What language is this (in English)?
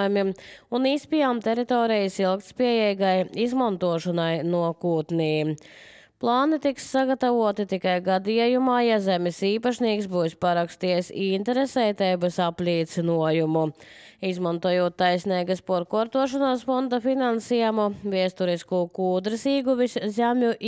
Latvian